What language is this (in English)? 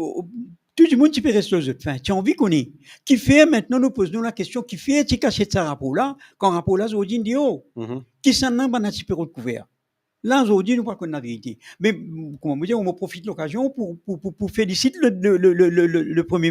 Morisyen